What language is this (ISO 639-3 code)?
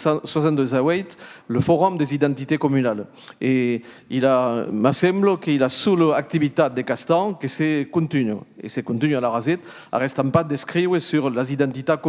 oci